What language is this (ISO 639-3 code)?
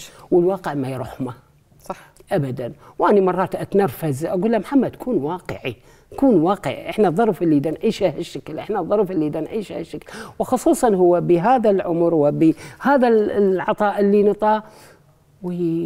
acm